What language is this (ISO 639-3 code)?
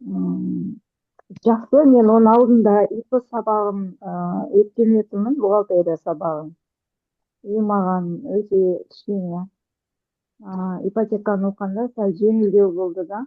kaz